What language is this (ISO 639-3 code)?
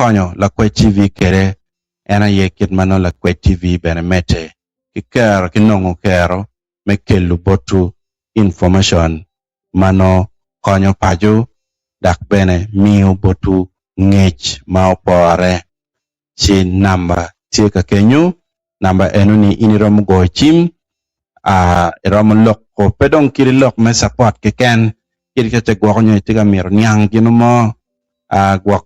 ach